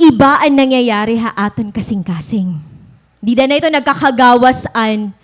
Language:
Waray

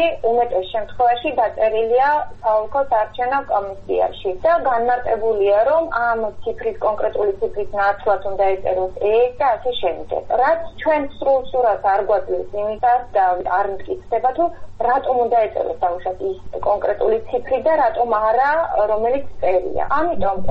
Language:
Georgian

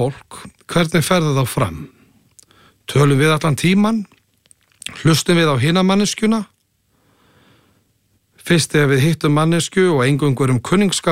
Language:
Icelandic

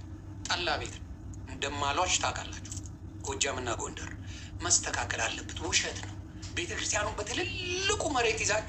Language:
Amharic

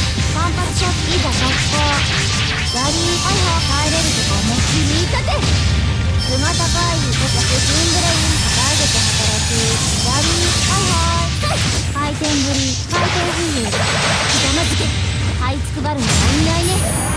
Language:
Japanese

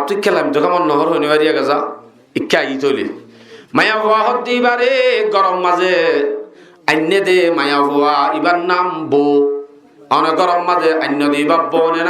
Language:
Rohingya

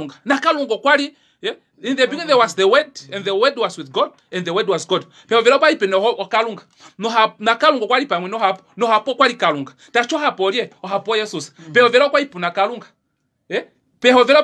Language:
Kuanyama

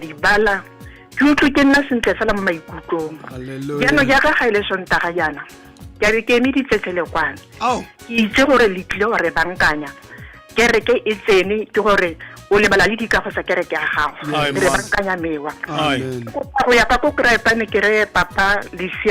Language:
Tswana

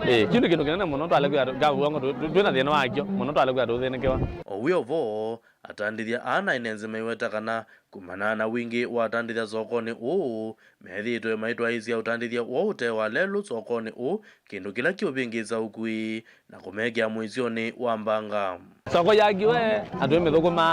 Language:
Kamba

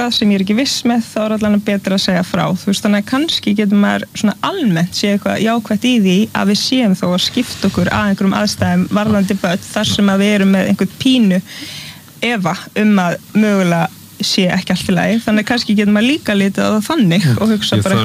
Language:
Icelandic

